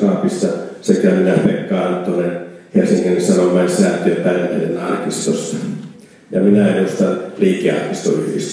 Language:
Finnish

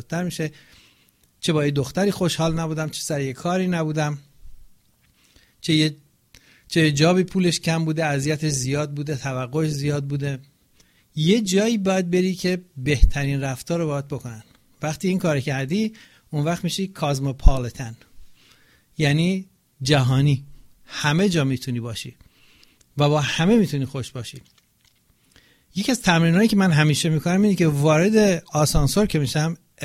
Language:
Persian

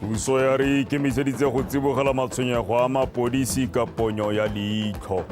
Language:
Tswana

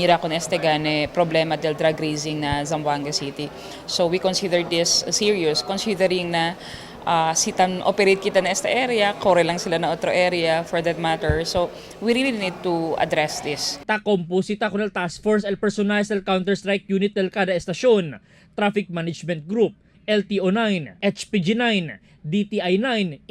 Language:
Chavacano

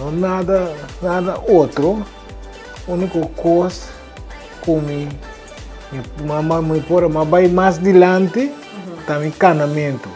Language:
Papiamento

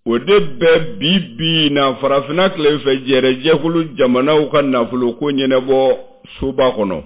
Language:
Bambara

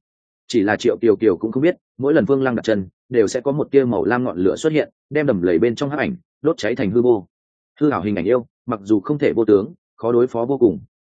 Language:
Vietnamese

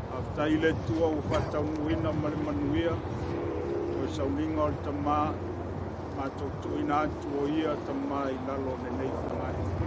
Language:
Samoan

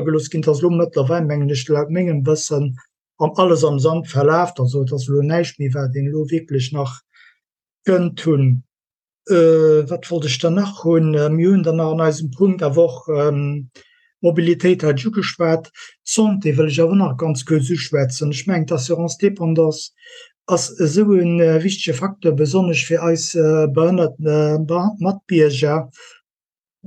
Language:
Luxembourgish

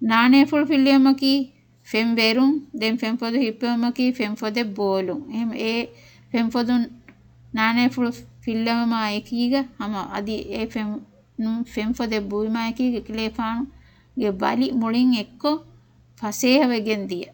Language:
Divehi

